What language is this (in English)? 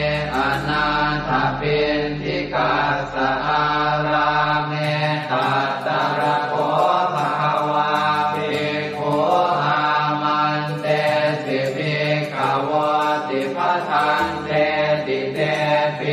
Pali